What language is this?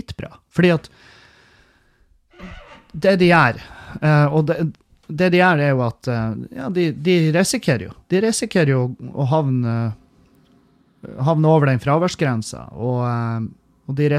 Norwegian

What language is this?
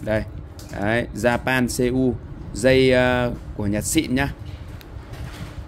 Vietnamese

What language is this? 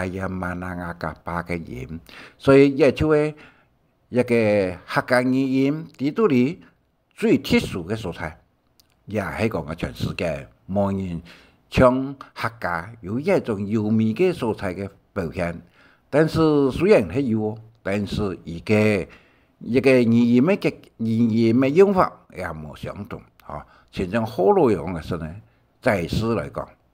Hakka Chinese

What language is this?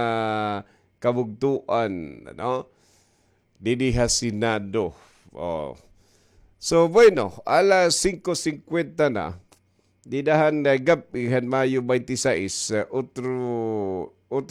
Waray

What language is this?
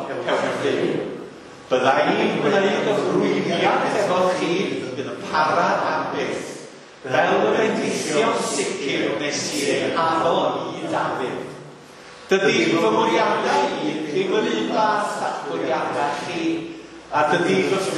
Welsh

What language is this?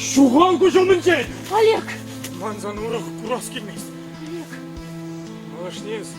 Chuvash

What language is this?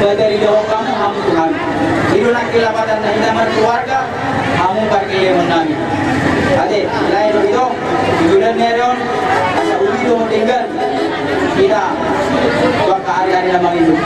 Batak Toba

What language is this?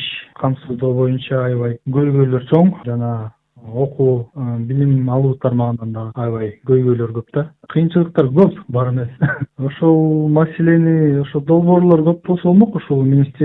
Kyrgyz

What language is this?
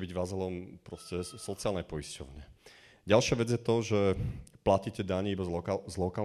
Slovak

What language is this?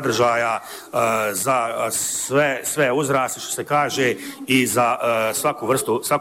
Bosnian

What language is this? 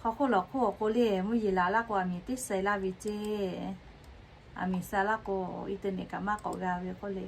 Lahu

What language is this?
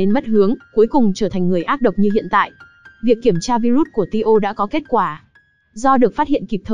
Vietnamese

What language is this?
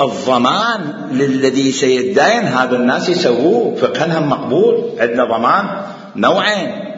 Mesopotamian Arabic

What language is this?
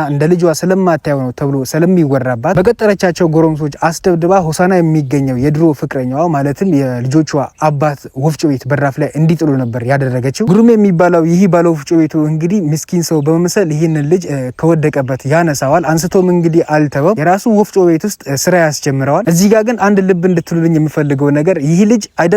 Amharic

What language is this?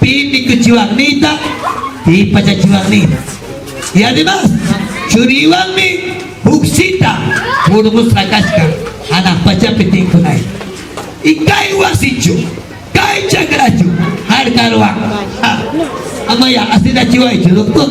Ayacucho Quechua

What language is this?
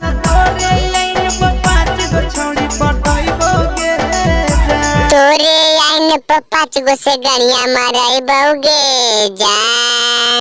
Magahi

